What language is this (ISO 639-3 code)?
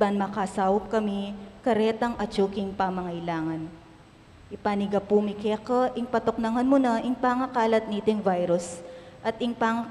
pam